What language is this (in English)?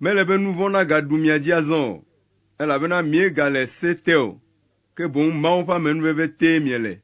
Ewe